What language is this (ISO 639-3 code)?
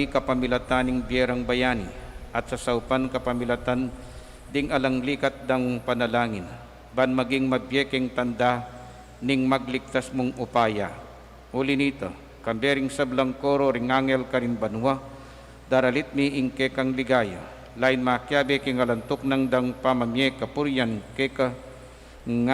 pam